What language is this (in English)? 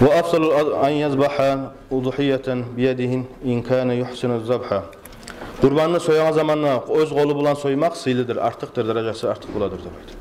Kumyk